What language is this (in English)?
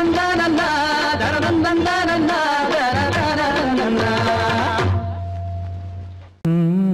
Tamil